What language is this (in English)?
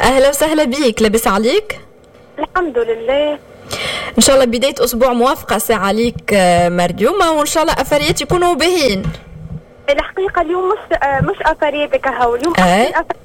Tunisian Arabic